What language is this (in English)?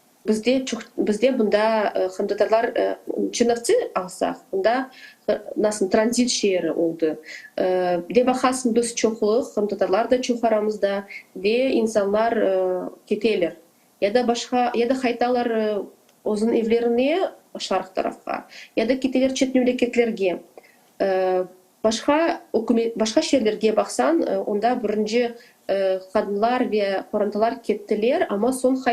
Crimean Tatar